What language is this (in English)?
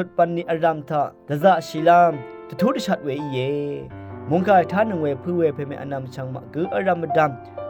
Rawang